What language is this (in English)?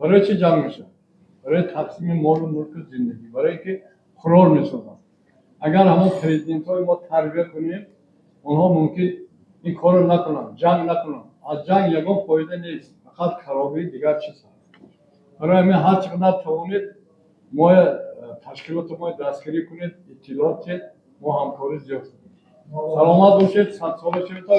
Tajik